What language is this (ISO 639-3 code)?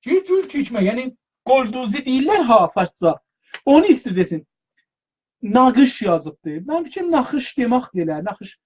azb